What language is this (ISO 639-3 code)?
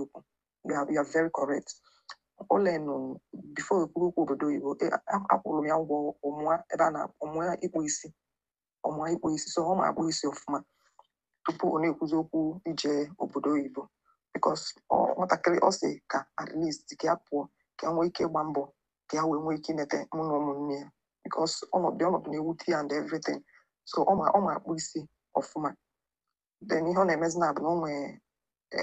ibo